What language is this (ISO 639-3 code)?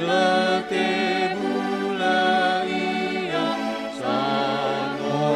nia